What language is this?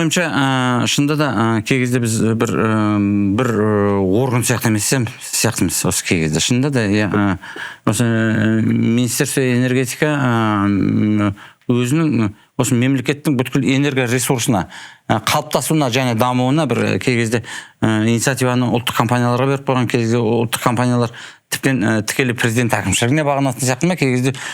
Kazakh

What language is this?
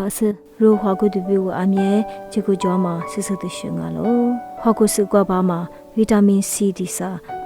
Lisu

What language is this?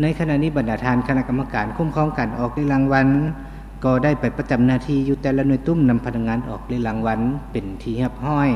Lao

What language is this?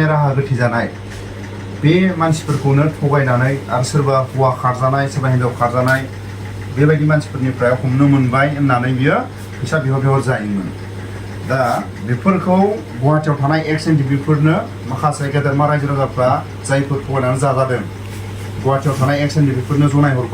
Bodo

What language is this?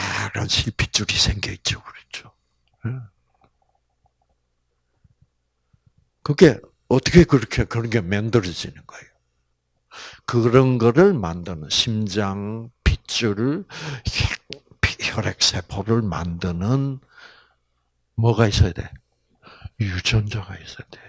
Korean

